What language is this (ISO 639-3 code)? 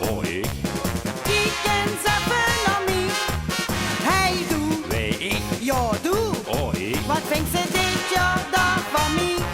lim